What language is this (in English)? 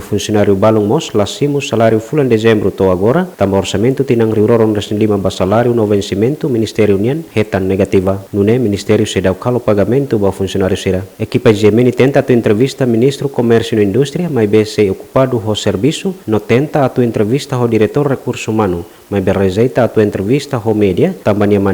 Tetum